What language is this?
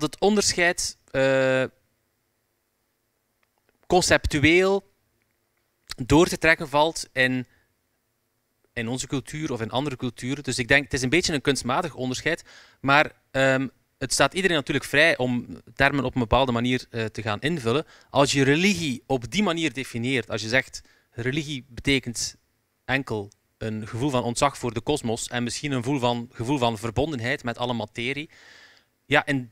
Dutch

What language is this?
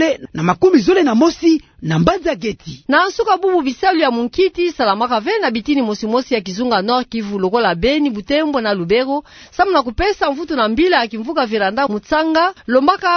Kituba (Democratic Republic of Congo)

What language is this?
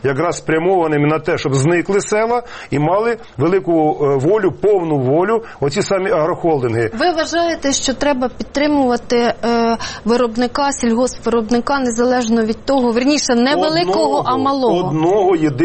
Ukrainian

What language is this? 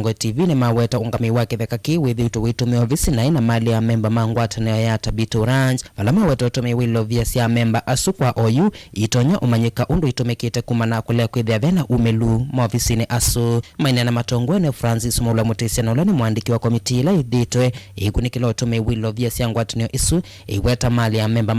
Kamba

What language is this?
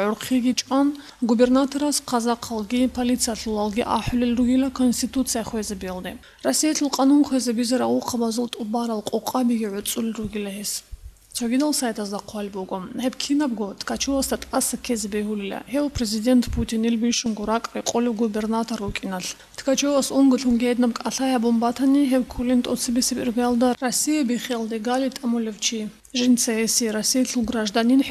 Avaric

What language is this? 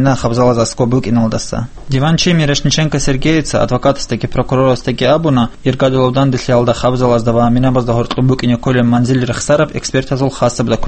Avaric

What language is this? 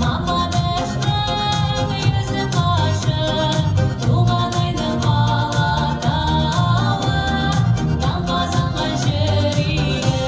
Tatar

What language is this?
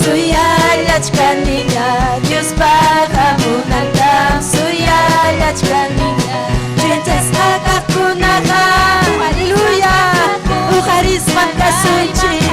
Ayacucho Quechua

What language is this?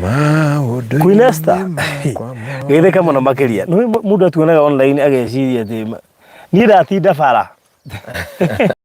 Kikuyu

